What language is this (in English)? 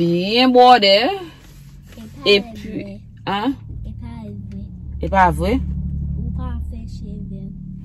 Haitian Creole